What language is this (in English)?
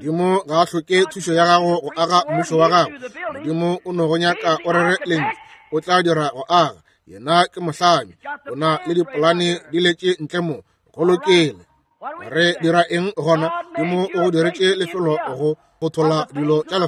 Northern Sotho